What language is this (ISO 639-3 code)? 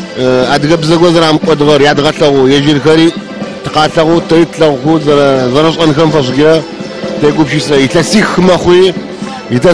ady